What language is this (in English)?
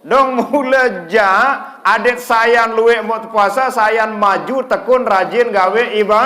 Sasak